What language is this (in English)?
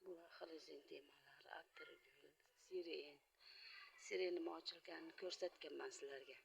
Uzbek